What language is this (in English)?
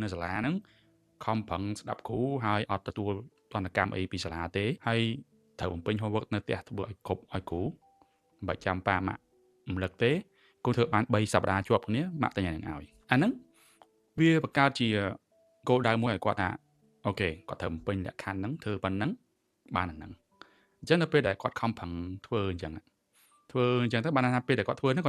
Khmer